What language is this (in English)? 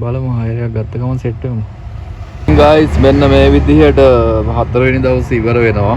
Sinhala